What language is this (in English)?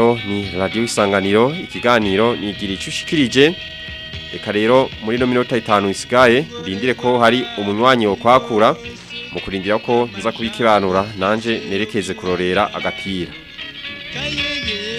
Rundi